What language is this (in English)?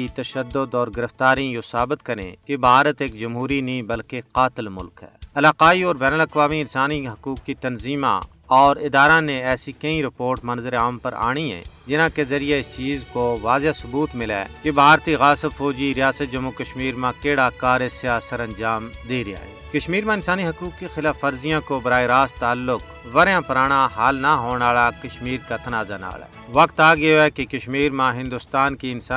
Gujari